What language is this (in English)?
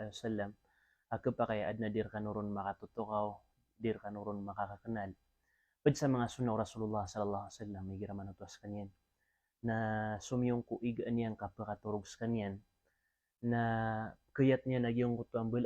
Maranao